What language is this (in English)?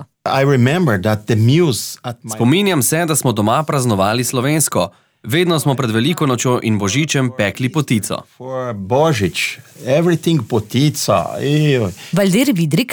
Slovenian